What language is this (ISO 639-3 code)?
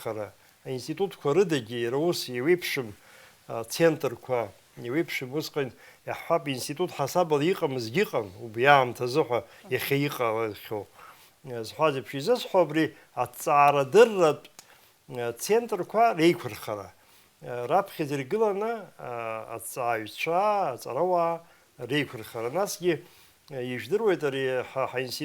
abk